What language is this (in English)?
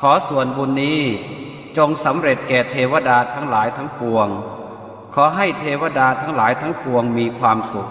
Pali